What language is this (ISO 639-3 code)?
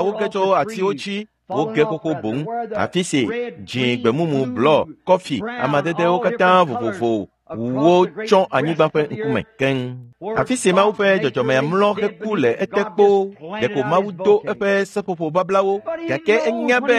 ewe